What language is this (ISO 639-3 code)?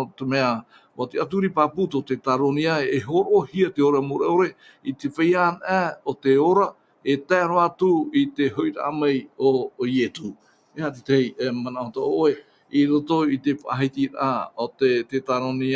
tah